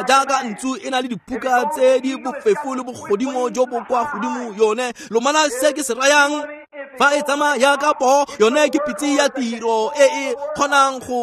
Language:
Tswana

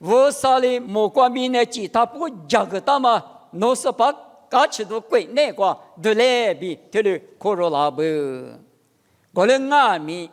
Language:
Lisu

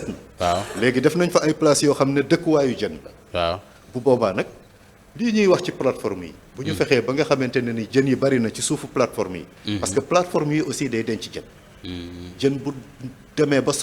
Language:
Wolof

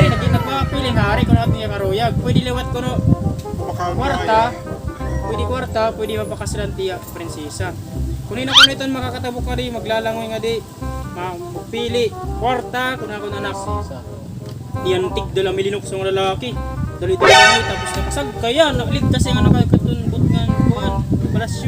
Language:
Waray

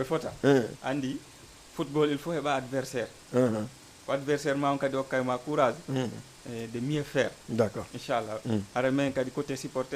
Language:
Fula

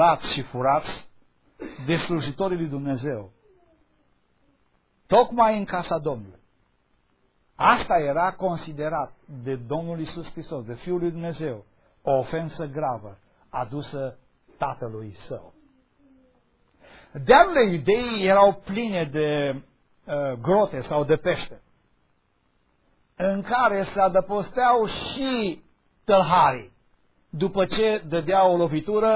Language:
Romanian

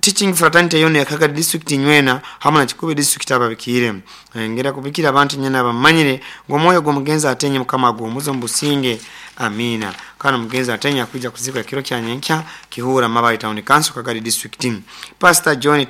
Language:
Nyankole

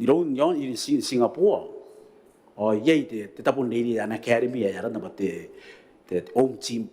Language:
Gilbertese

